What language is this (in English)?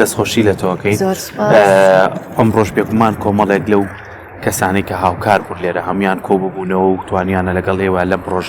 Central Kurdish